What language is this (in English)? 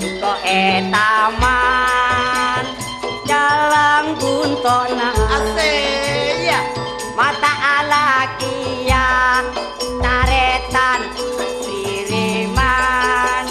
Madurese